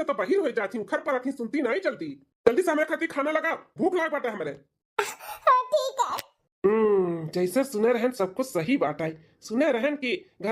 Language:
Bhojpuri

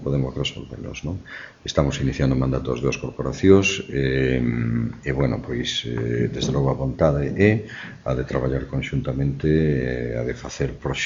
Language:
Galician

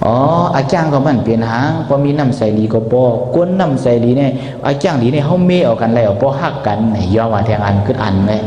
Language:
Shan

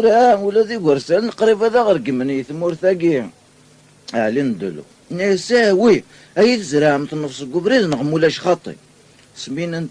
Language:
Kabyle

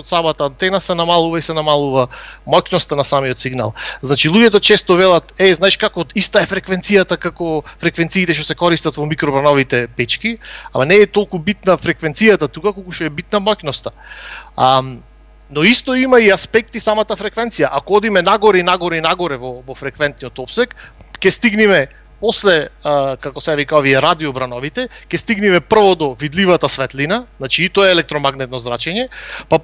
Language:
Macedonian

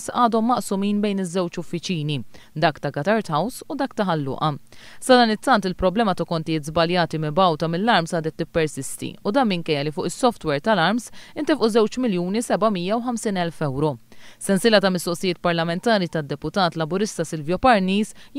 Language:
Maltese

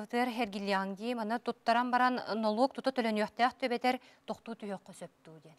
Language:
Yakut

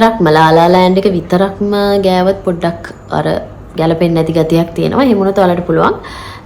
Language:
Sinhala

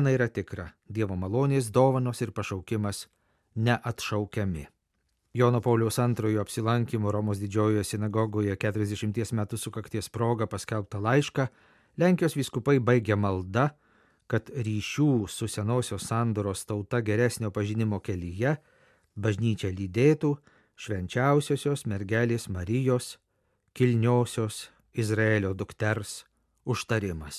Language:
Lithuanian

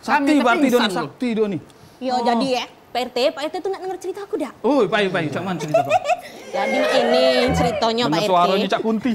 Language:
Musi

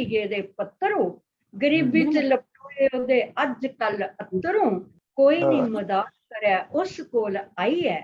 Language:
Dogri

